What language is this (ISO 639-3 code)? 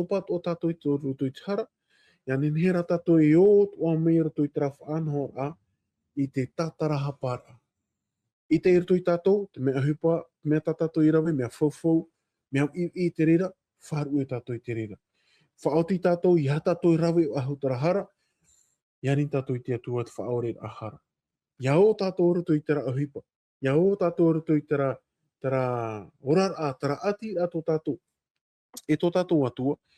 tah